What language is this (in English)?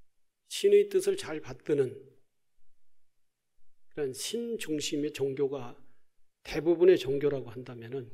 Korean